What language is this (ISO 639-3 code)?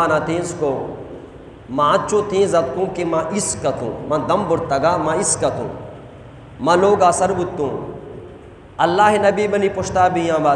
bgp